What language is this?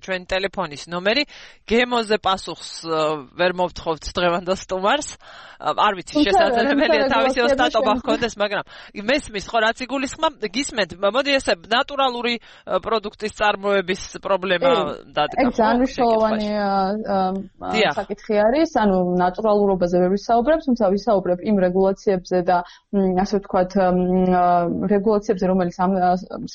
Georgian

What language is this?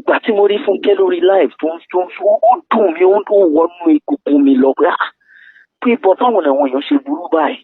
Yoruba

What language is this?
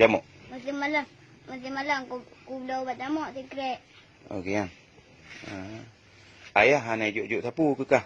Achinese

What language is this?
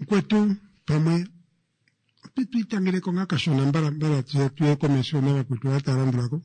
Kuanyama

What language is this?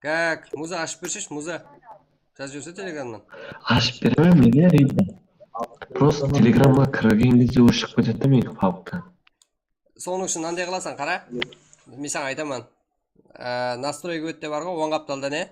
Kara-Kalpak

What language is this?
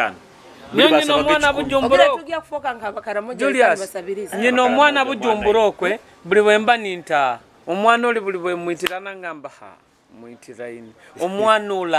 Nyoro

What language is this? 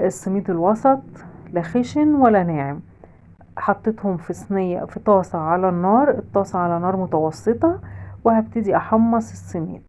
Egyptian Arabic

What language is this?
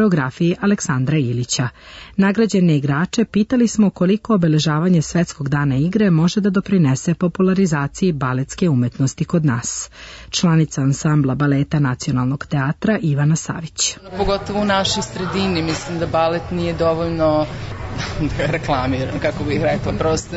Serbian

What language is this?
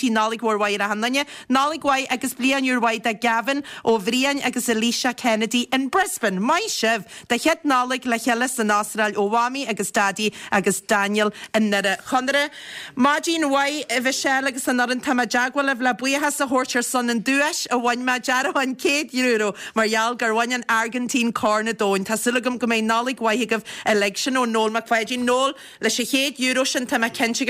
Irish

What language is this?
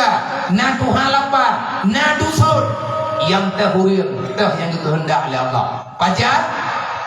Achinese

